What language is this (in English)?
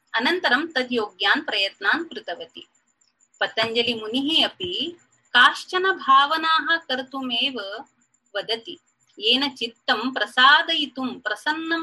Sanskrit